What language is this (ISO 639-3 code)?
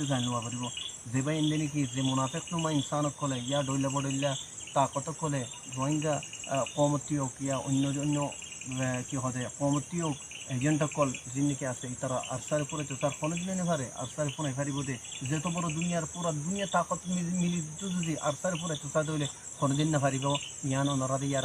rhg